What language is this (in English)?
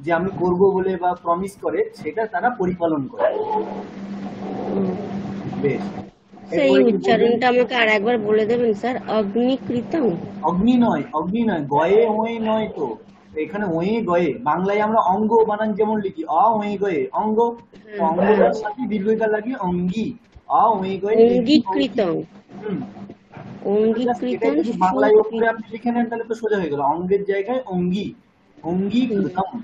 Bangla